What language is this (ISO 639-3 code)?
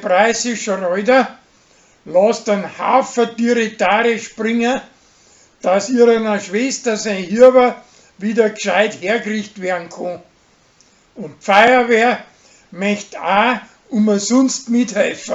bar